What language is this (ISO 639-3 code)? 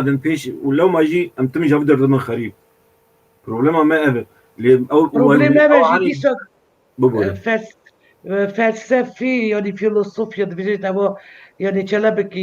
kur